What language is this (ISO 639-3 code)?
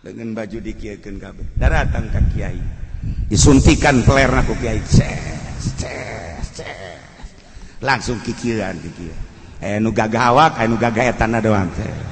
sun